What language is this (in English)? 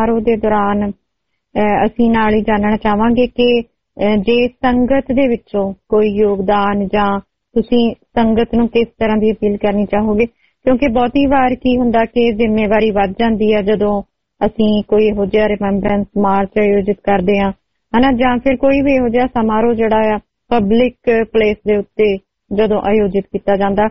Punjabi